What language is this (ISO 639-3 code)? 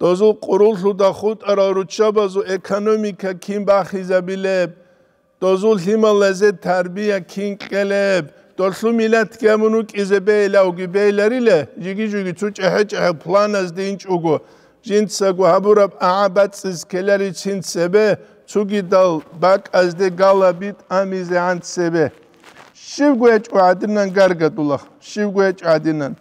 ava